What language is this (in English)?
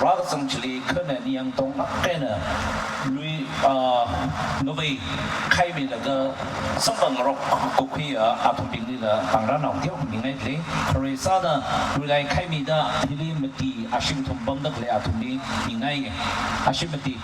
Tangkhul Naga (India)